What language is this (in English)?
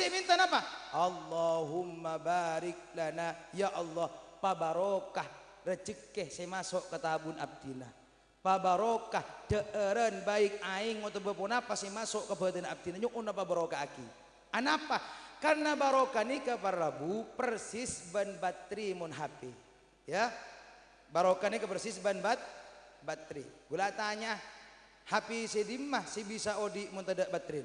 Madurese